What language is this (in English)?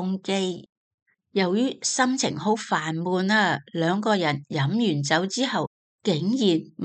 Cantonese